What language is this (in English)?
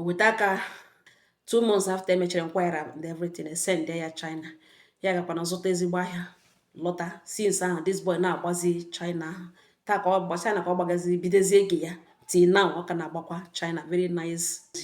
Igbo